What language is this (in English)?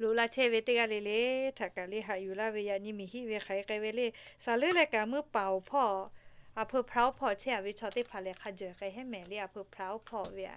Lahu